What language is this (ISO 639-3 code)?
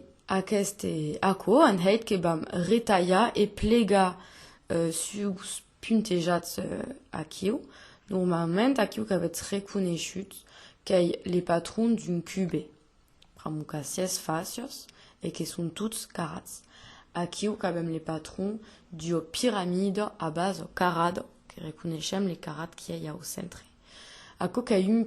oci